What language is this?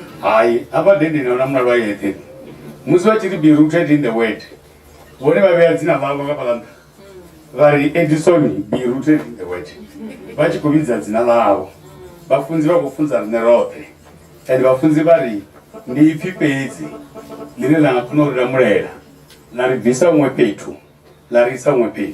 Venda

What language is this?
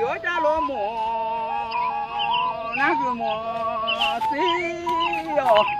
Hmong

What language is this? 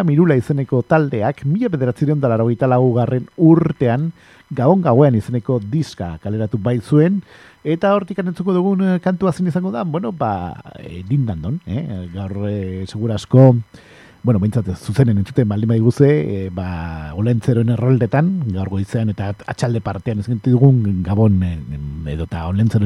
Basque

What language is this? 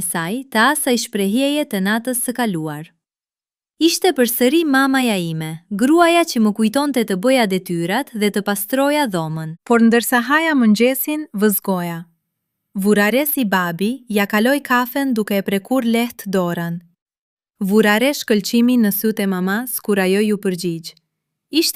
Albanian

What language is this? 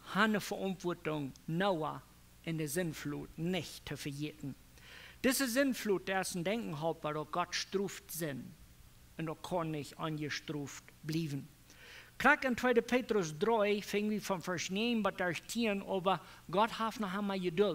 Plautdietsch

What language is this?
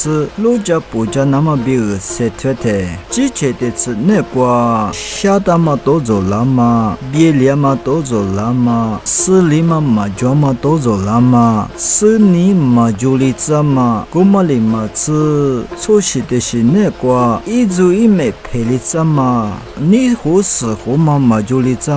Lisu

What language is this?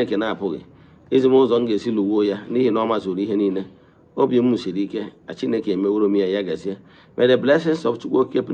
Igbo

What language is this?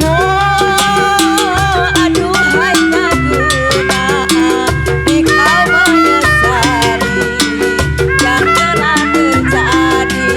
Betawi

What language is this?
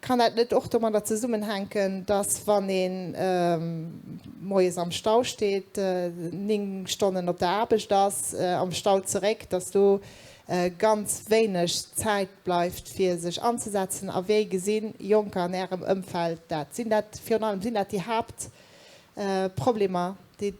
Luxembourgish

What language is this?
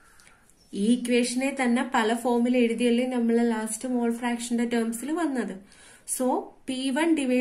Malayalam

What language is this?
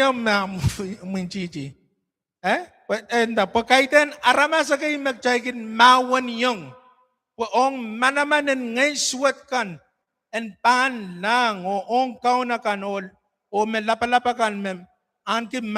Pohnpeian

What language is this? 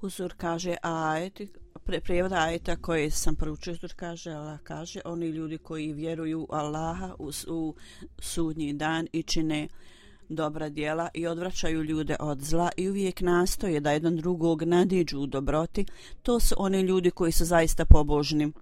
Bosnian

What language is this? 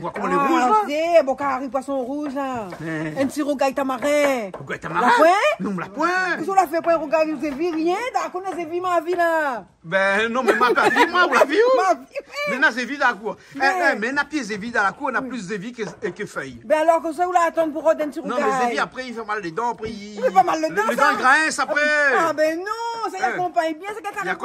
Réunion Creole French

